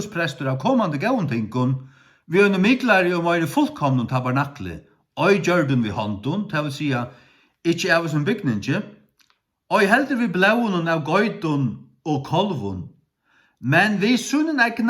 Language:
Faroese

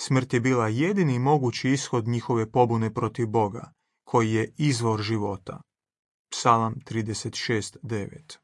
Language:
Croatian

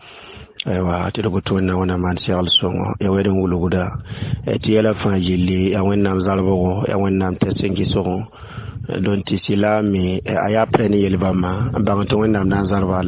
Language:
Mossi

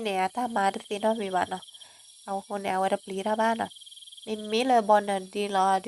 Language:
S'gaw Karen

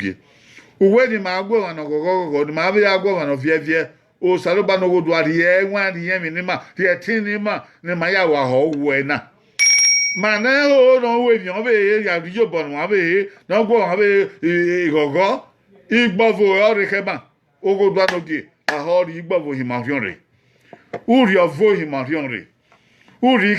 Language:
Bini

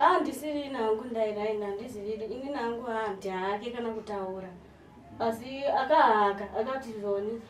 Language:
Shona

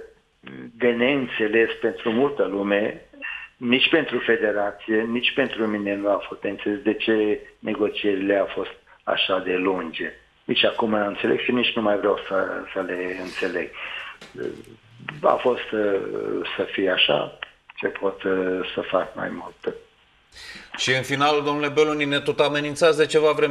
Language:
Romanian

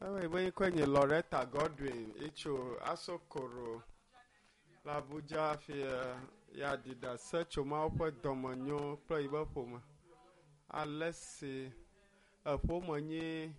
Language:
Ewe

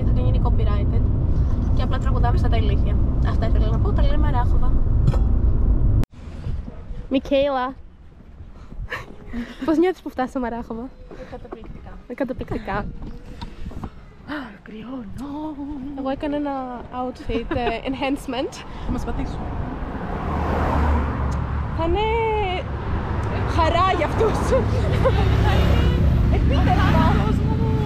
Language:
Greek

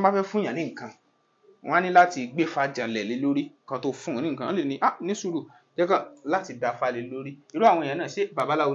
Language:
Yoruba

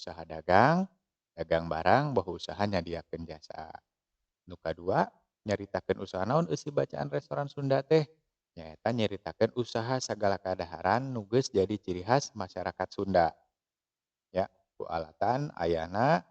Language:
Sundanese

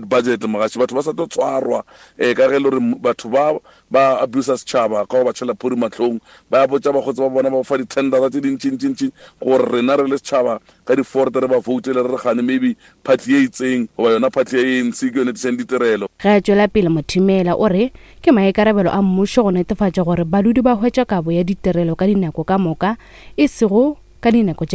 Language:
Northern Sotho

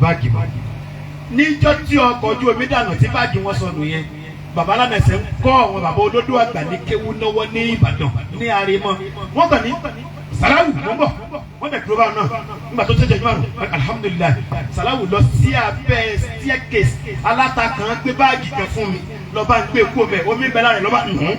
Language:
Yoruba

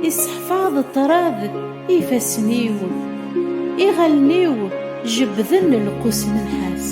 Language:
Kabyle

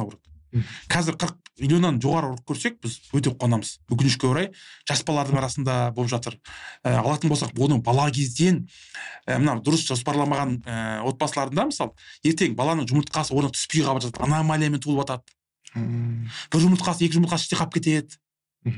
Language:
Kazakh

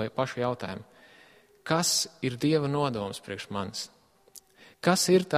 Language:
Latvian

